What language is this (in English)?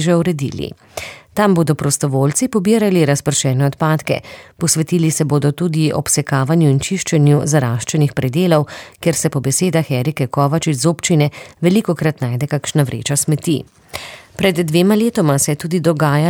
Slovenian